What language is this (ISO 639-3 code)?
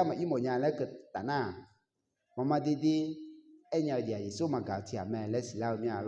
ahk